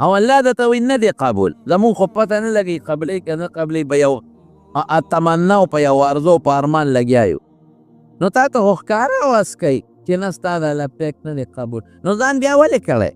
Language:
Pashto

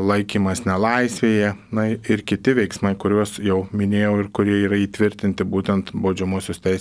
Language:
Lithuanian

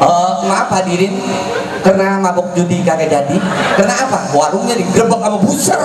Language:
Betawi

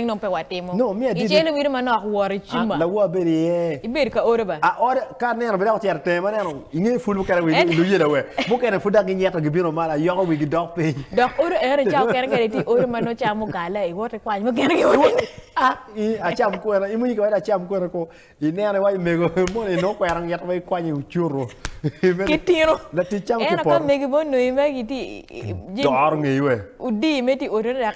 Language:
Acoli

